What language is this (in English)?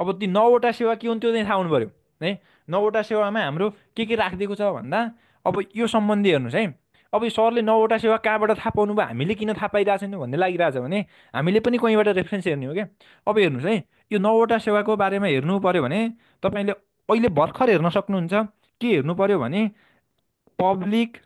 Nepali